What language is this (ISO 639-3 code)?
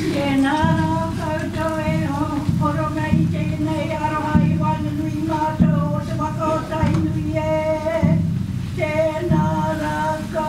mri